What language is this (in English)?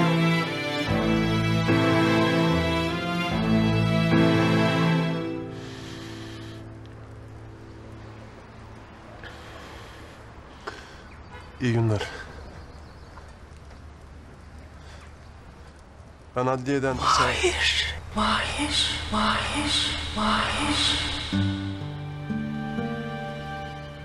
Turkish